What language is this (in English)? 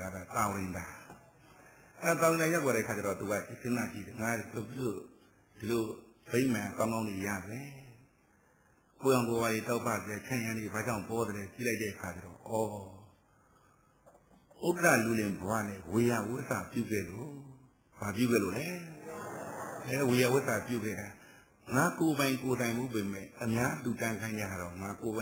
Burmese